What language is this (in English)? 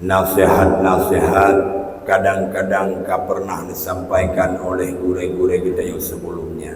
Achinese